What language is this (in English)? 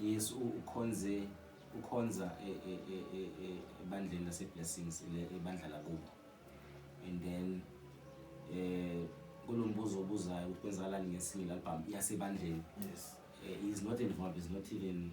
Zulu